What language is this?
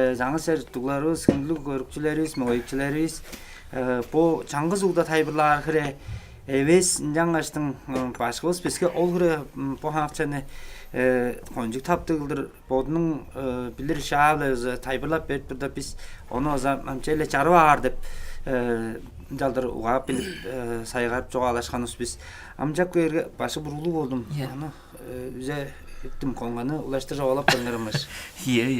Tuvinian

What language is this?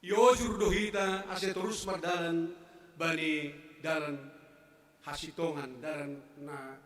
Batak Simalungun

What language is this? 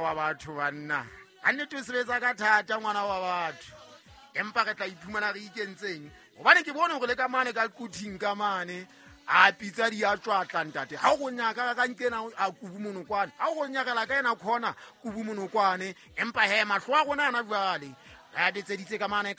Southern Sotho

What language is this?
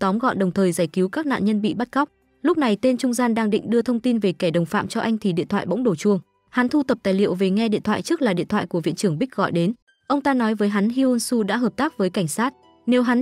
Vietnamese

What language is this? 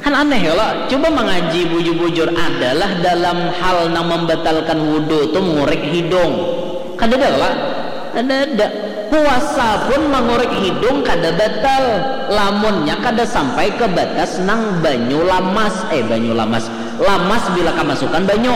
Banjar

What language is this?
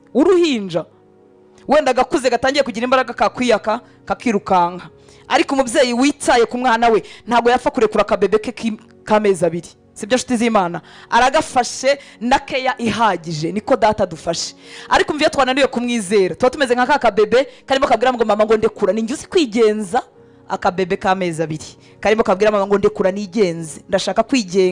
Kinyarwanda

